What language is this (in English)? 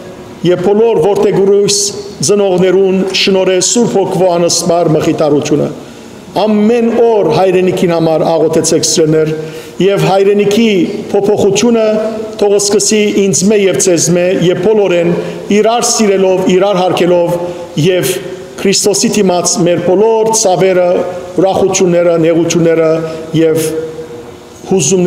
Western Armenian